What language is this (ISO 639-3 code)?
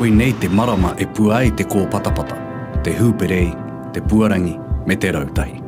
mri